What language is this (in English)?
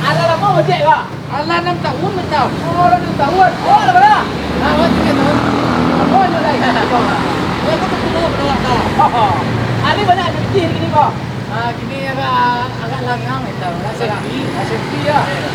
Minangkabau